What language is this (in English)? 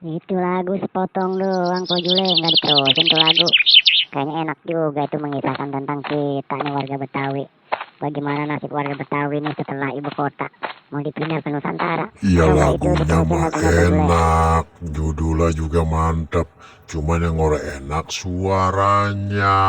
Betawi